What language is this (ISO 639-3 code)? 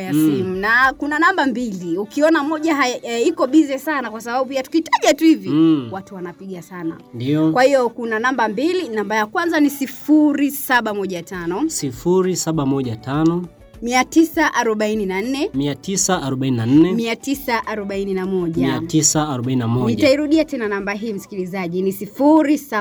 swa